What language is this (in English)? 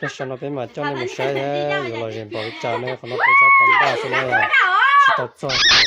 Hmong